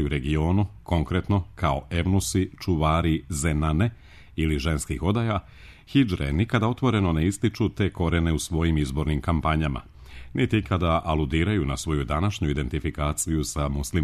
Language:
Serbian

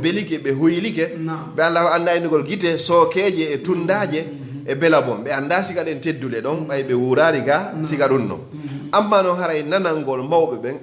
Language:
Fula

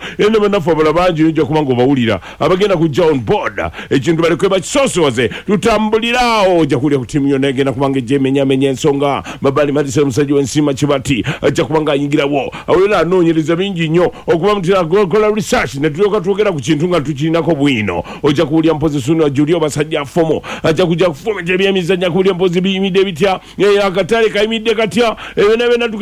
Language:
Ganda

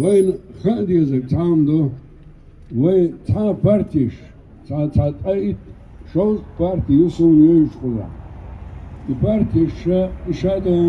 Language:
Chechen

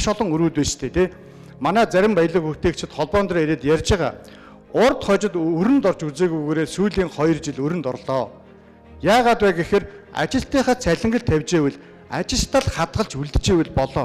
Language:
Mongolian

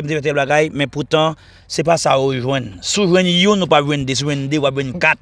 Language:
Haitian Creole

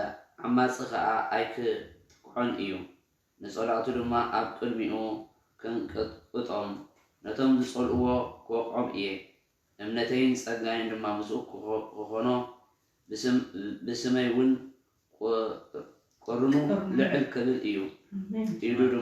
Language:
Tigrinya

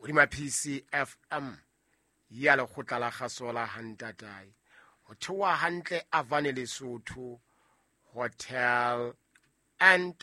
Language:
Southern Sotho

